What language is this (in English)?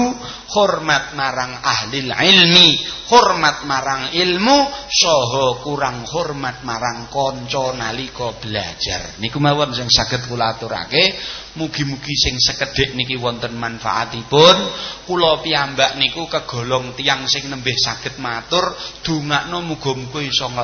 Javanese